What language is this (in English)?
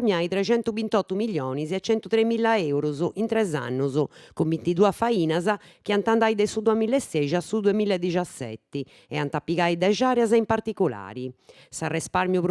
Sardinian